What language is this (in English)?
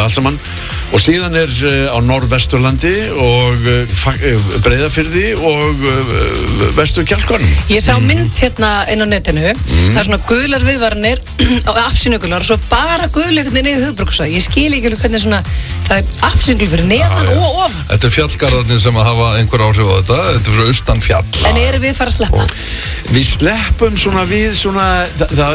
Icelandic